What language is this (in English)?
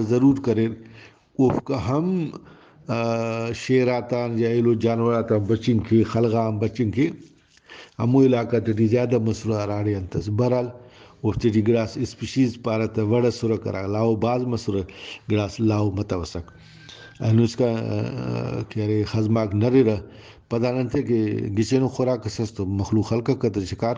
Brahui